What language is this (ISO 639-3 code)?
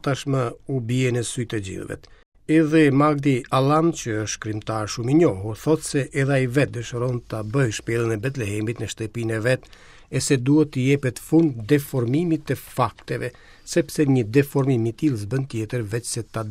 sqi